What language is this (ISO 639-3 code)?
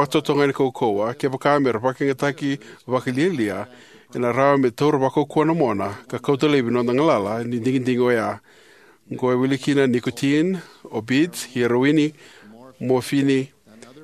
fij